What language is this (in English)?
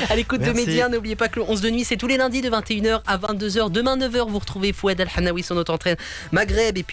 French